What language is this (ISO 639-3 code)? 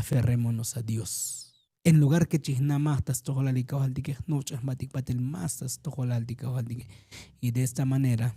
tzo